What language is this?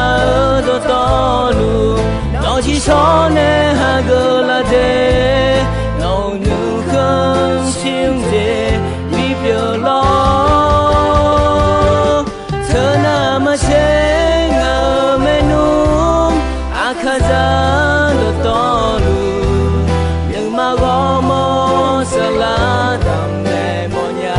Akha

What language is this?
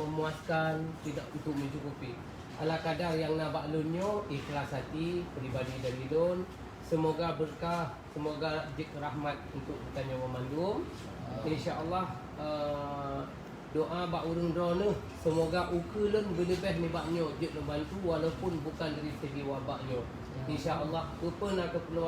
Achinese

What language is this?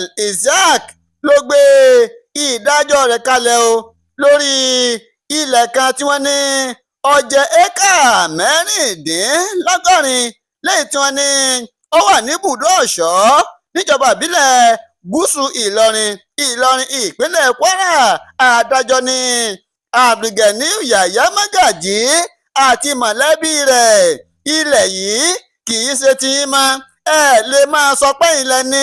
Yoruba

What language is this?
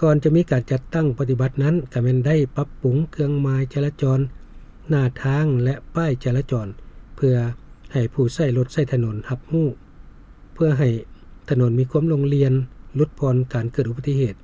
Lao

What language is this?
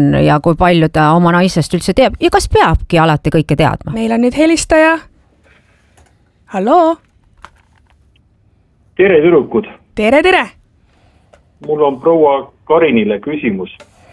Estonian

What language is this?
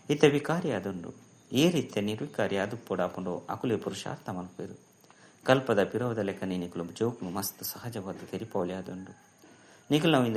Tulu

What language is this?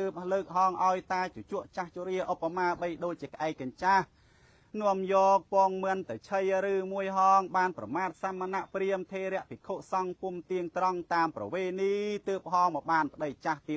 Khmer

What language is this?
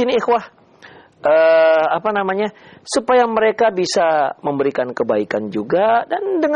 Indonesian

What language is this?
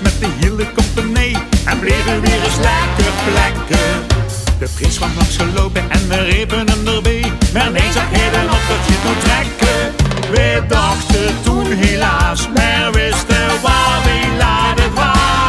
Limburgish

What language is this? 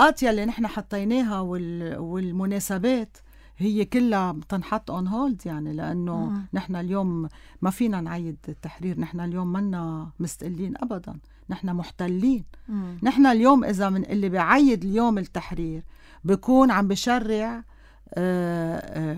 North Levantine Arabic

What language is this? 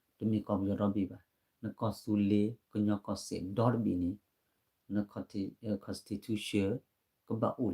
S'gaw Karen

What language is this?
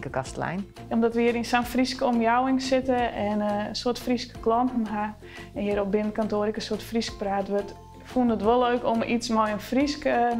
Western Frisian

